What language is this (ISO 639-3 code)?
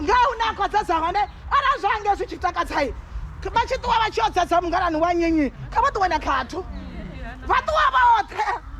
ven